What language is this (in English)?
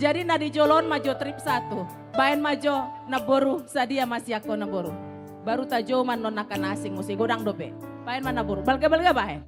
Batak Toba